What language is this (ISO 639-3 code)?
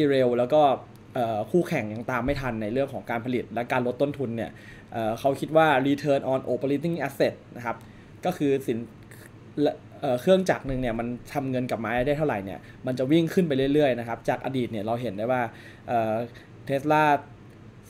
tha